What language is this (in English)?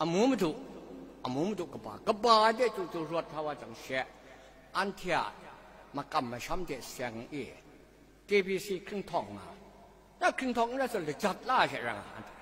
Kachin